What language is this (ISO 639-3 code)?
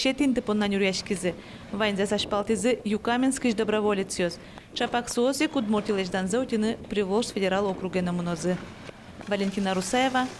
udm